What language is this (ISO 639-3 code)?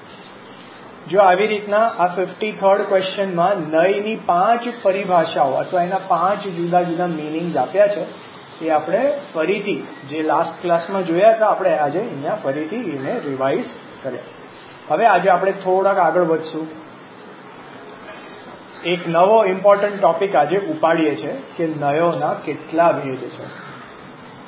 guj